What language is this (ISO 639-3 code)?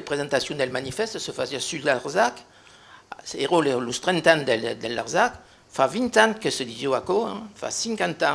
oci